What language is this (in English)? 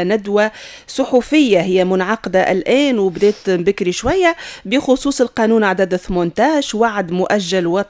Tunisian Arabic